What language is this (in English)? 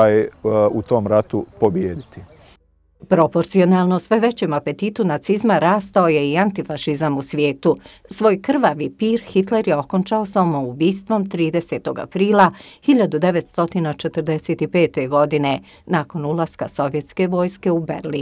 Bosnian